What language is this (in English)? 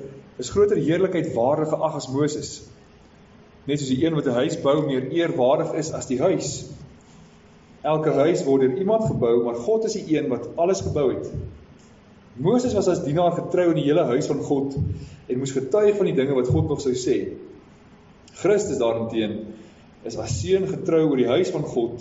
Afrikaans